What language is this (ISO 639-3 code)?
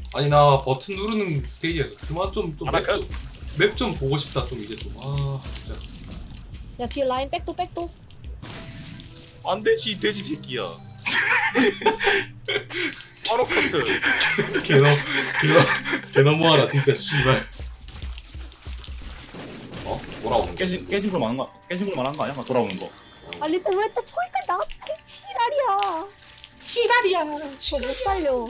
kor